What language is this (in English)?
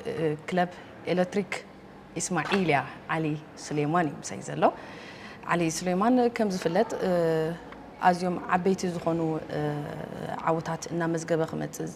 Tigrinya